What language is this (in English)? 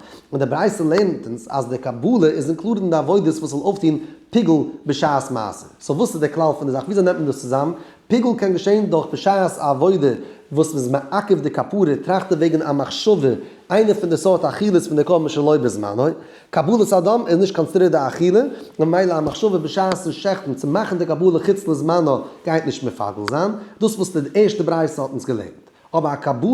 Yiddish